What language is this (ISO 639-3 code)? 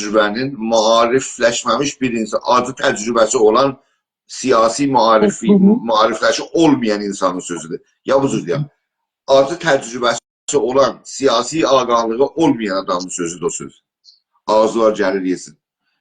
azb